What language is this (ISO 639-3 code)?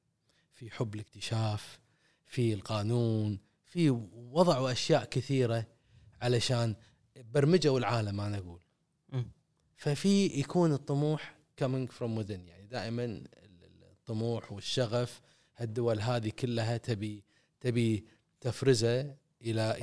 afb